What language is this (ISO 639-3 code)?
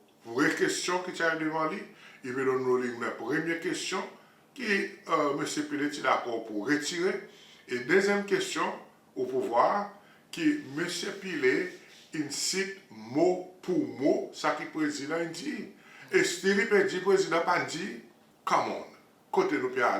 crs